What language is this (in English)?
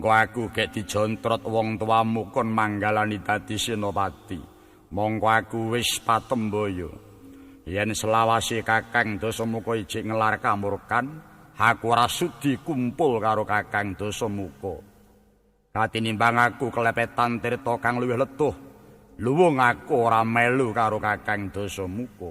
Javanese